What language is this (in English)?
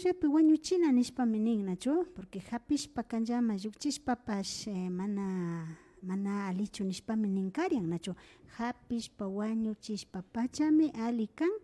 Imbabura Highland Quichua